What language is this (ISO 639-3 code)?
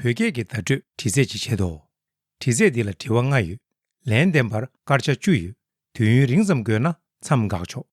bod